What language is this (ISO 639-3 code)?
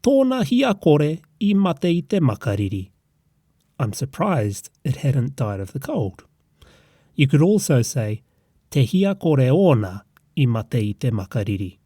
mri